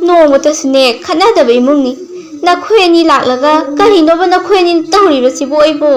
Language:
Manipuri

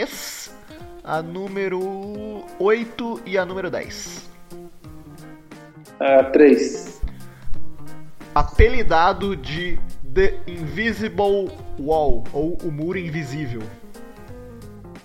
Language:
Portuguese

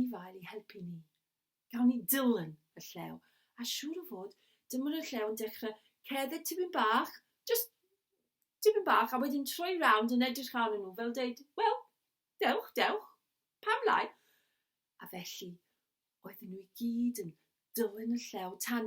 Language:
Welsh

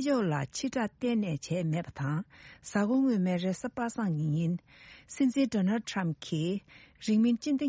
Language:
Tibetan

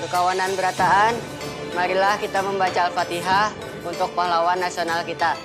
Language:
Banjar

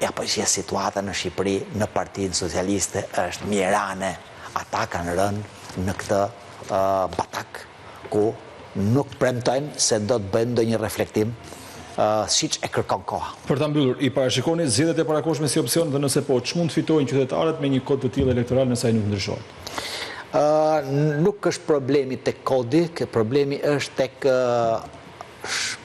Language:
Albanian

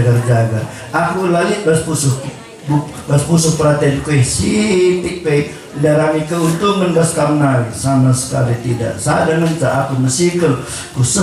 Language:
Batak Karo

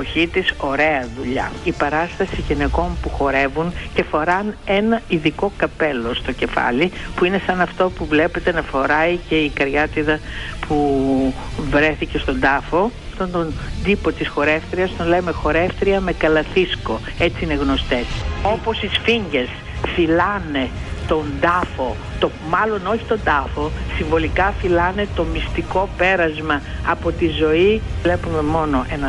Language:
Greek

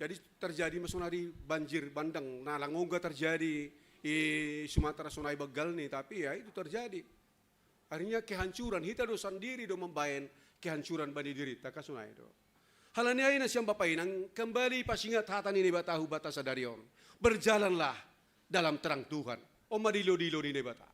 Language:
Batak Simalungun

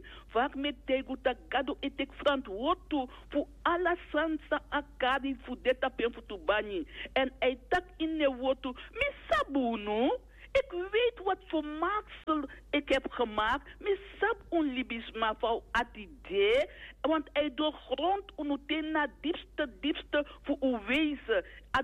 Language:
Sranan Tongo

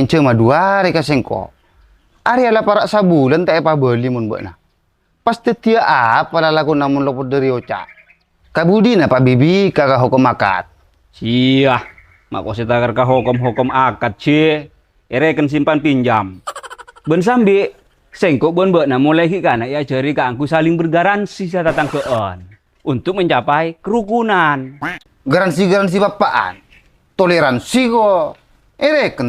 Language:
Madurese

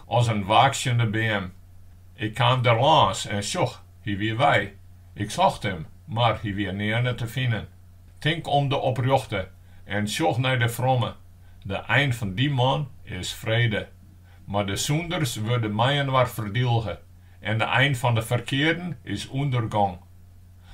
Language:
Western Frisian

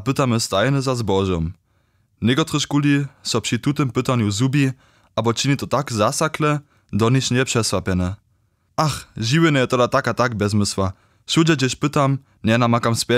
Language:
Upper Sorbian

